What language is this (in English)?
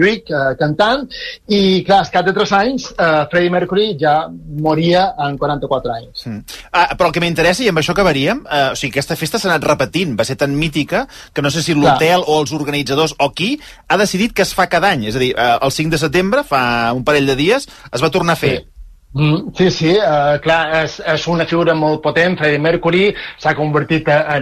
Catalan